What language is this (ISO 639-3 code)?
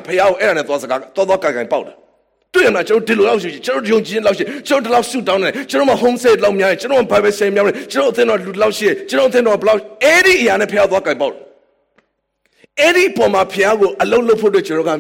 mya